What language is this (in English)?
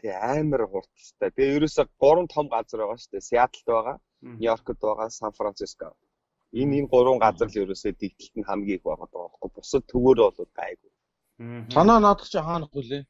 Mongolian